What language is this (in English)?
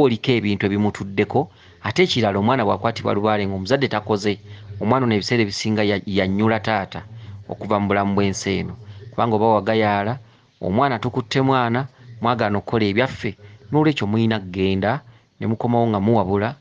Ganda